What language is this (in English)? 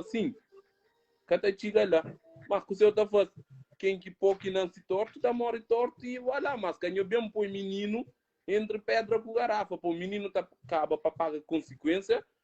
Kabuverdianu